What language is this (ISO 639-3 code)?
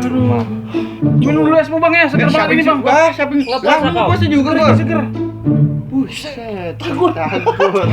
bew